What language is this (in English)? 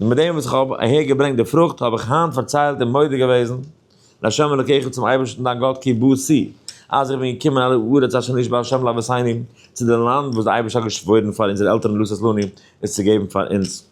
Yiddish